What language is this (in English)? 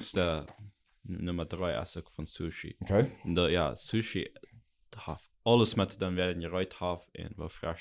Plautdietsch